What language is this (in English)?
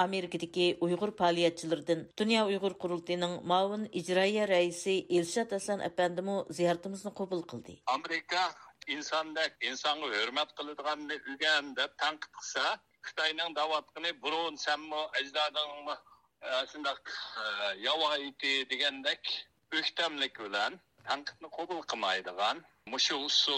Uyghur